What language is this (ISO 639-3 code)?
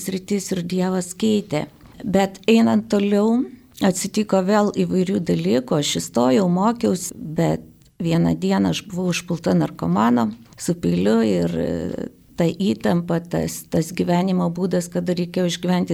lit